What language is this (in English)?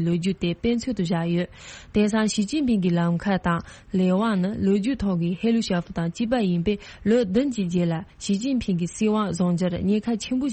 Tibetan